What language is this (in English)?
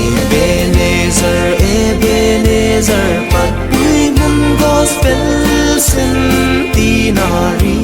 Hmar